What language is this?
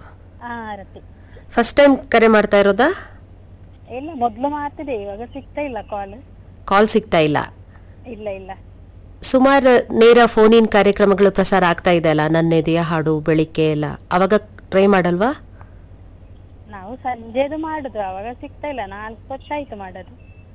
Kannada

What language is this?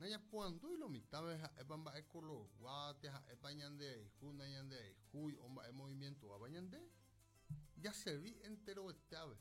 Guarani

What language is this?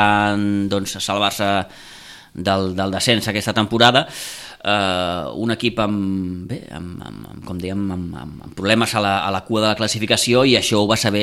Catalan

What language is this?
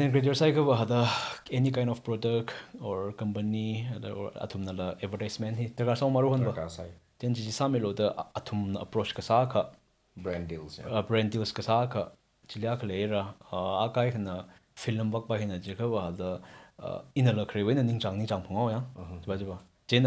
Tangkhul Naga (India)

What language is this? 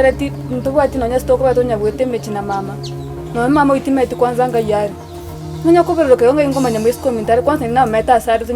Gusii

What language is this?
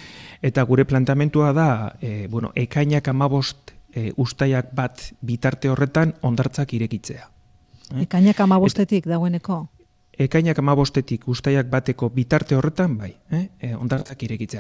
Basque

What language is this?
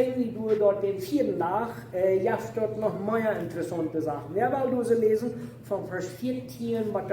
Plautdietsch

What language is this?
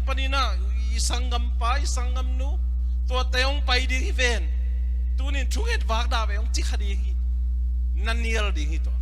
Tedim Chin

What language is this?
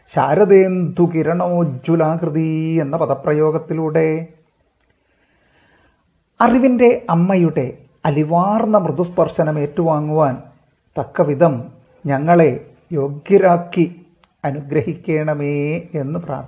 Malayalam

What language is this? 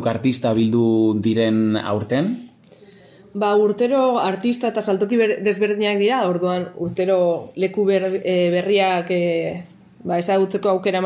Basque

